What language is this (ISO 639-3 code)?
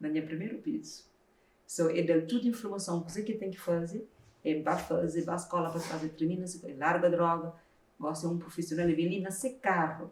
kea